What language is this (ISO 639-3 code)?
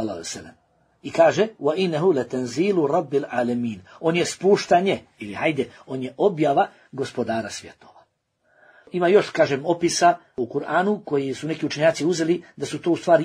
bos